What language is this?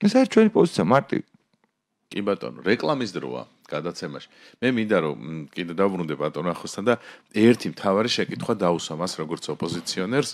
Georgian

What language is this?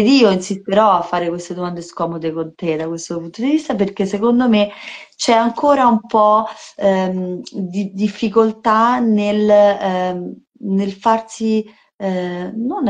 Italian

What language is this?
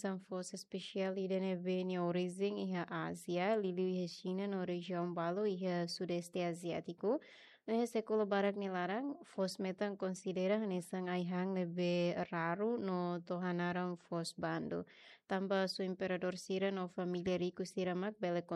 Tetum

